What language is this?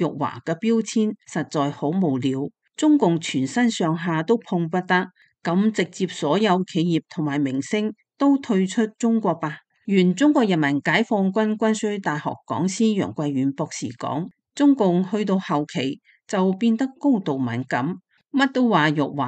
Cantonese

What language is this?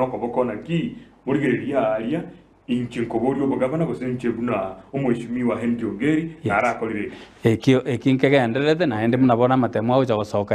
Gusii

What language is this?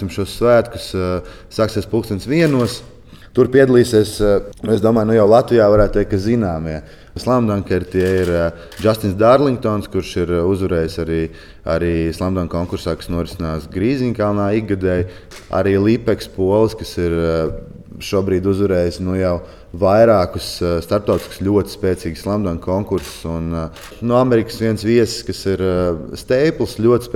Latvian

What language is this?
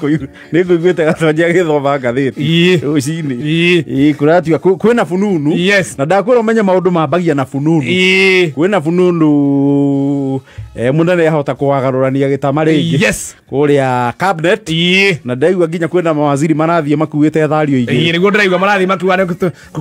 Kikuyu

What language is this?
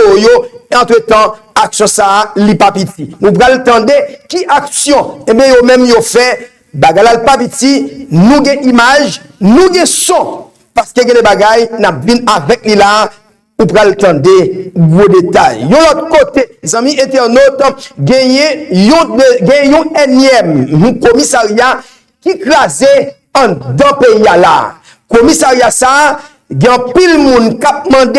Haitian Creole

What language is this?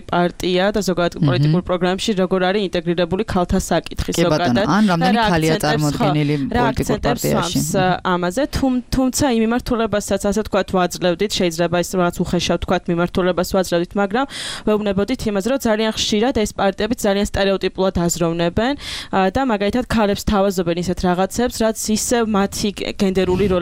Georgian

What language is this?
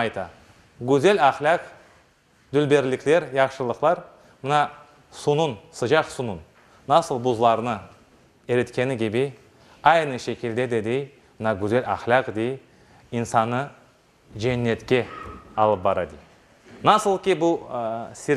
Crimean Tatar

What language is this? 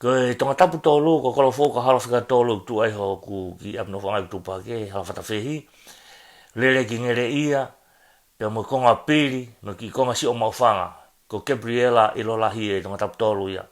Tongan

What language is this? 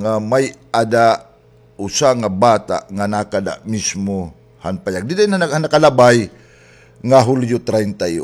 Waray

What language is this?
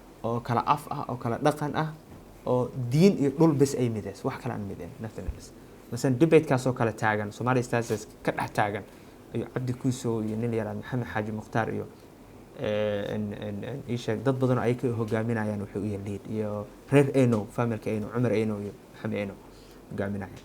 Somali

